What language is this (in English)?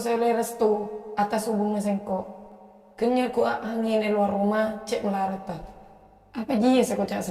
Madurese